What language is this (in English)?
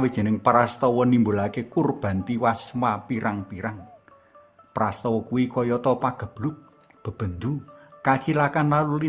Javanese